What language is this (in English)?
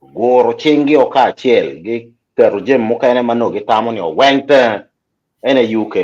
Acoli